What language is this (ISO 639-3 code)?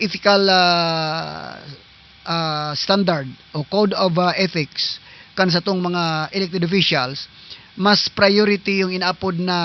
bln